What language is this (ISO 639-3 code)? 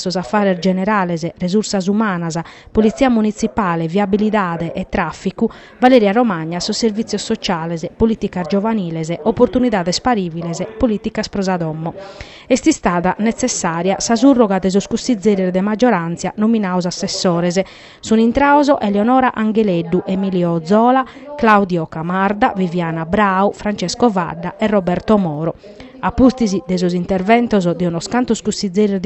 srd